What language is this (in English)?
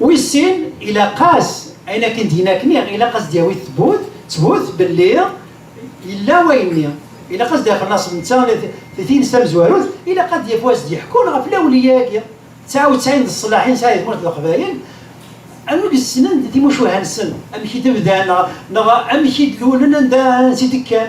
Kabyle